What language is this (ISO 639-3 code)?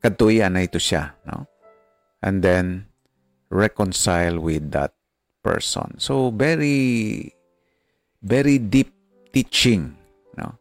hil